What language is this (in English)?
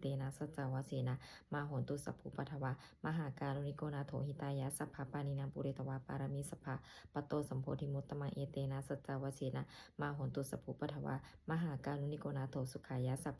Pali